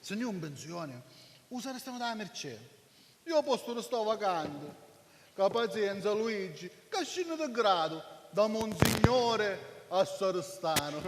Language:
Sicilian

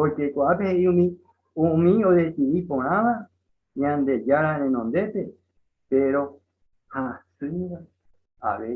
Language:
Guarani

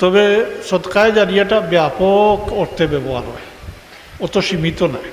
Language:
Sylheti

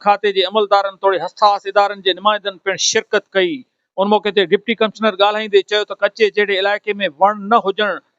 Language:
Sindhi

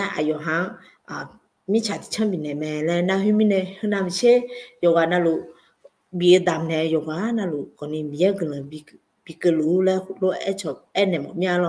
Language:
Akha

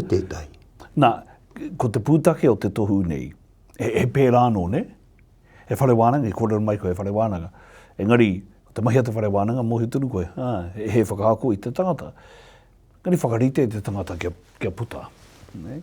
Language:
Māori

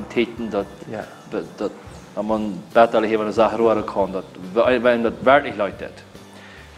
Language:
Plautdietsch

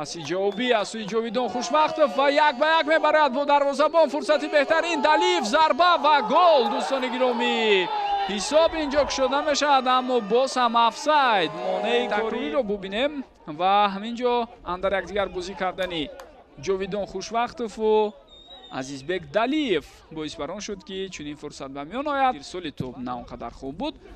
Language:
Tajik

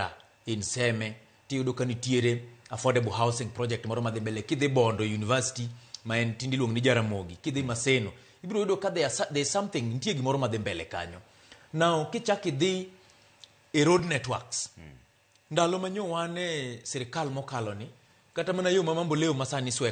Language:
Luo (Kenya and Tanzania)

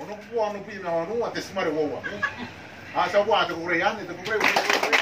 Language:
Gilbertese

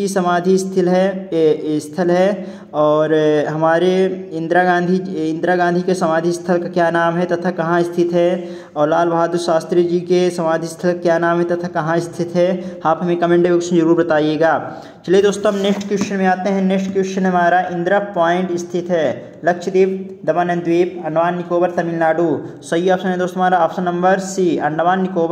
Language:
Hindi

